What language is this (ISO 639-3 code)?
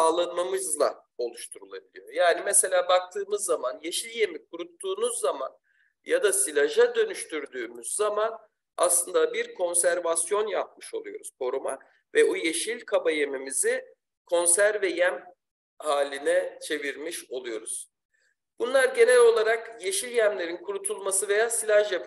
tur